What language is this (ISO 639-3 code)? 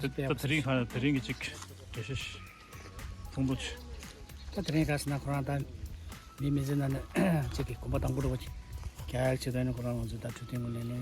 bod